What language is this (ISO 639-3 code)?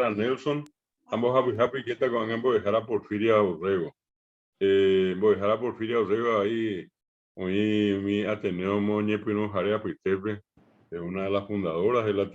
grn